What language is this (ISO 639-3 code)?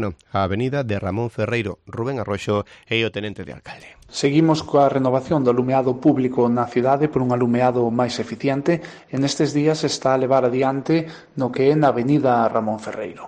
glg